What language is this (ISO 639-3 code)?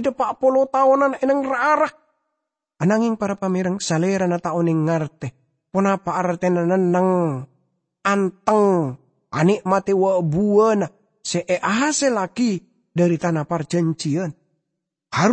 mad